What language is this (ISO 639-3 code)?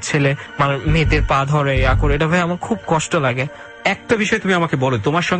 ben